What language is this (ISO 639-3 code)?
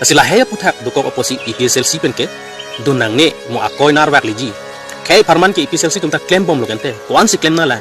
mjw